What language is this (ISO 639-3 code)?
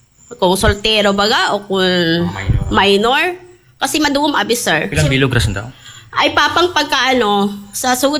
akl